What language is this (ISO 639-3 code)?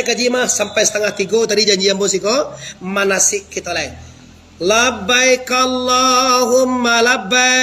min